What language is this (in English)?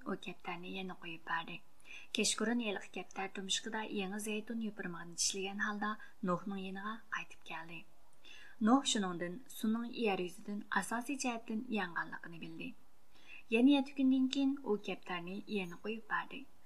Uyghur